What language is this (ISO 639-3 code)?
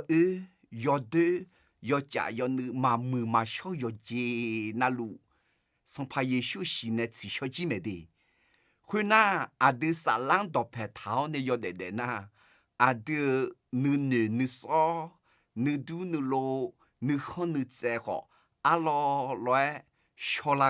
ahk